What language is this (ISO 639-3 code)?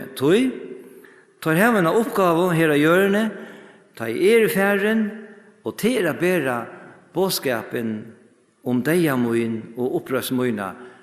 fao